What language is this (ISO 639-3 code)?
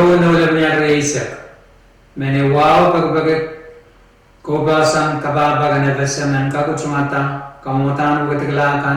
pon